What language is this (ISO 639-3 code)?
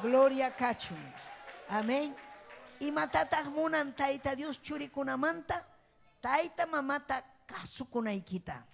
quy